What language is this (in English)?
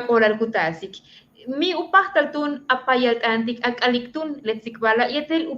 Yucateco